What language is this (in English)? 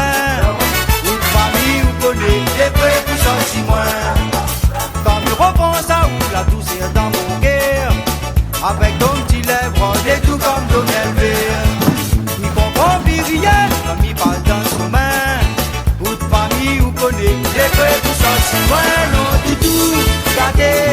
Réunion Creole French